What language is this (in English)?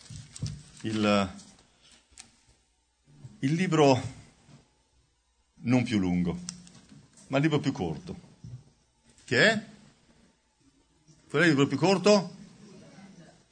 Italian